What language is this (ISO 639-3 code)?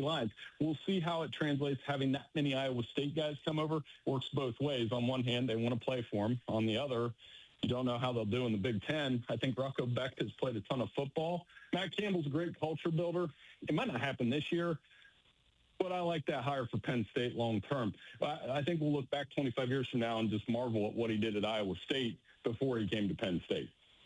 eng